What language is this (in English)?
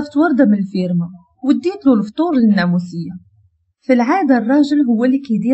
Moroccan Arabic